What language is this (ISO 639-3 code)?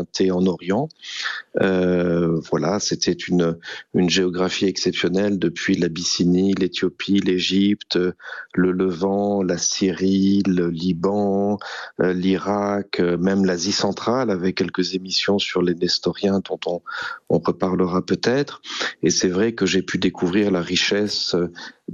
fra